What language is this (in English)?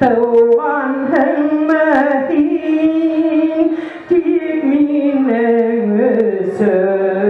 Bashkir